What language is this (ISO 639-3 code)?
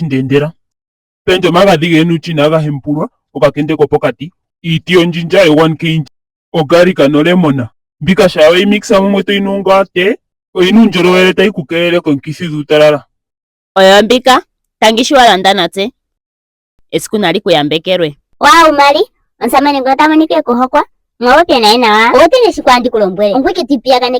ndo